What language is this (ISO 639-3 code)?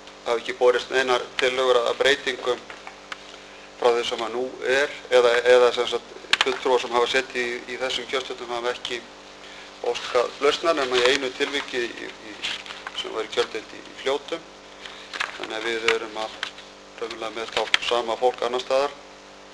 isl